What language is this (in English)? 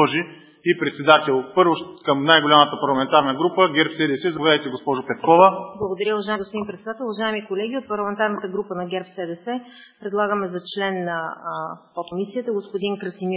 Bulgarian